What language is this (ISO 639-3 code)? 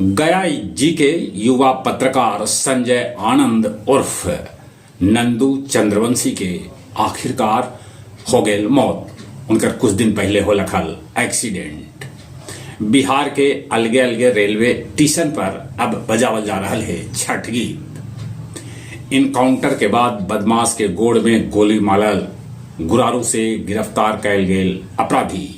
mag